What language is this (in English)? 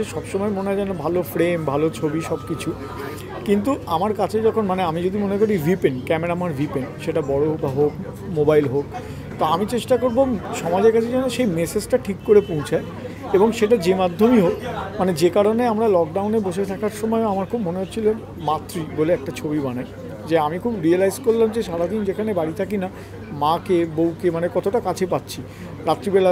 Bangla